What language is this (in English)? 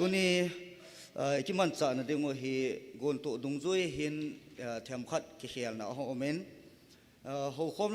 Thado Chin